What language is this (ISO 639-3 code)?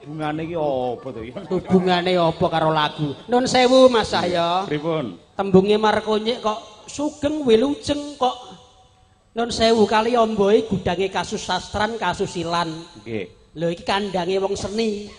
jav